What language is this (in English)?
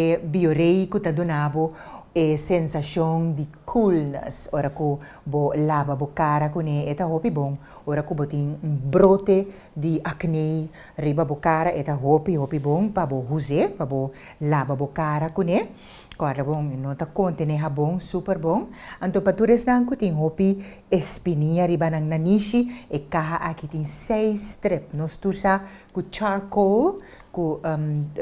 Papiamento